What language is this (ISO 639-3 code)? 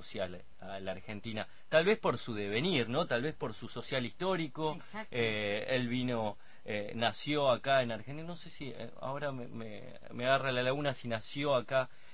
spa